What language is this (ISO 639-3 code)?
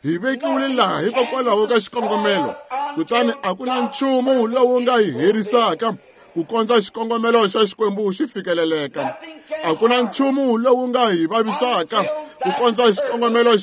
tso